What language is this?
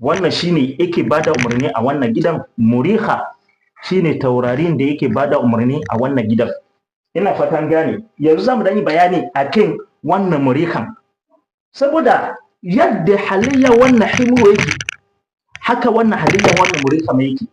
Hausa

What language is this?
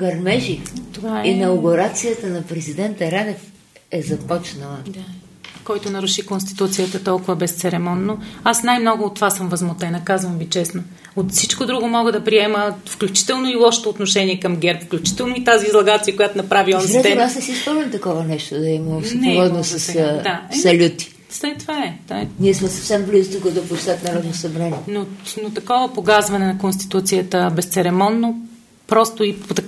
Bulgarian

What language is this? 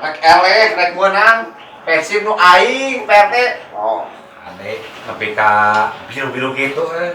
Sundanese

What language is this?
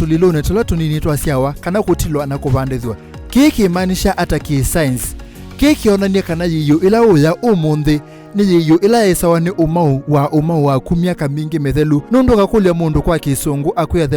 Kamba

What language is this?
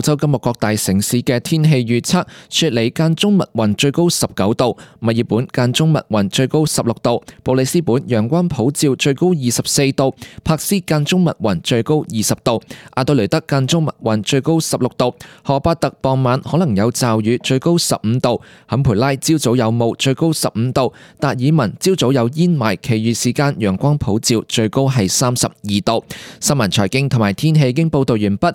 Cantonese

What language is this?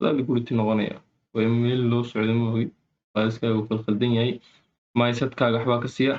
Somali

